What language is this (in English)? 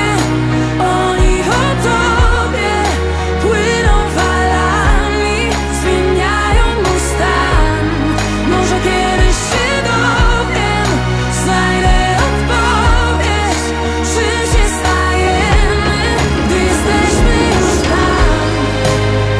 Polish